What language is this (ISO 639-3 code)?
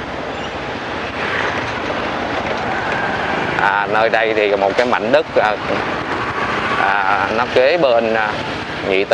vie